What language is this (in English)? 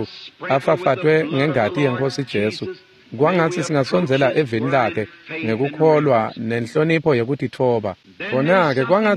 Swati